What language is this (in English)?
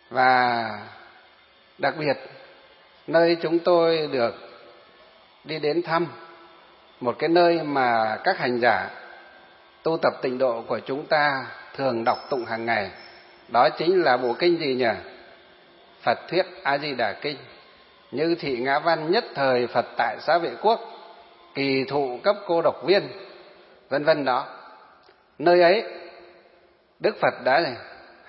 Vietnamese